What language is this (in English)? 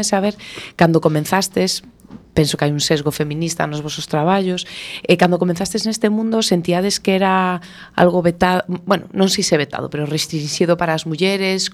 Galician